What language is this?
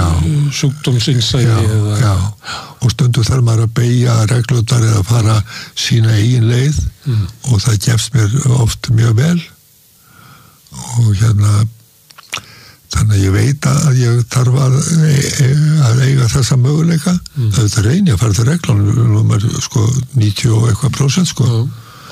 Icelandic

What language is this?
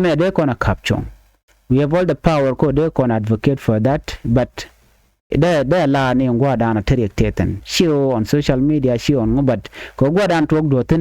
Nuer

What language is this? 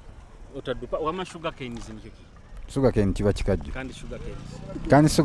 Nyoro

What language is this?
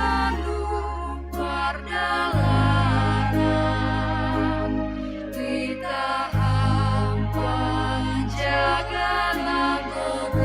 Batak Simalungun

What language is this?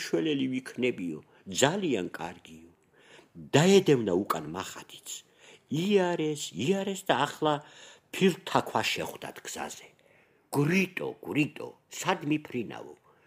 Georgian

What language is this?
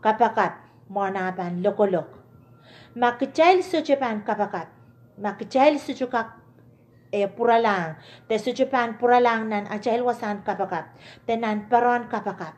Pohnpeian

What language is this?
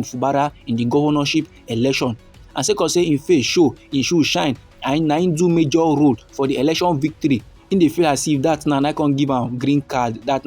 Nigerian Pidgin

